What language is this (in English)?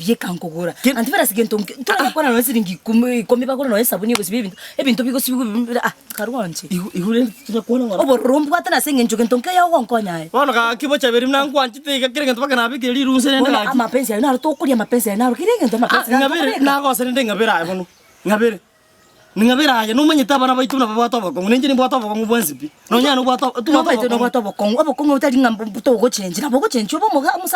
Gusii